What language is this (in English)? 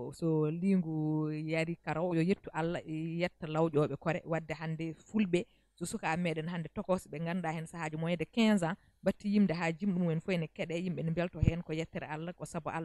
Fula